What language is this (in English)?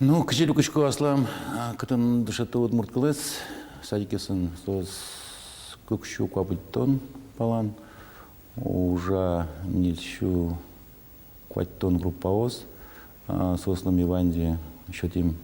Udmurt